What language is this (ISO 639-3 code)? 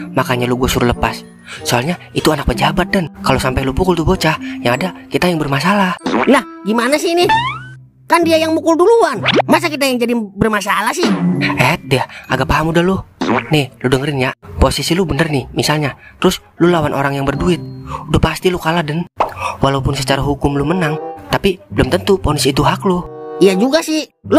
bew